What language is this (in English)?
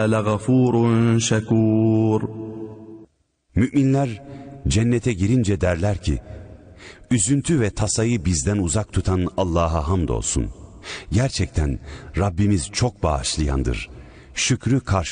Turkish